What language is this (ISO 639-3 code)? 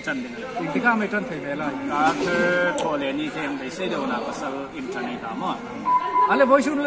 hmr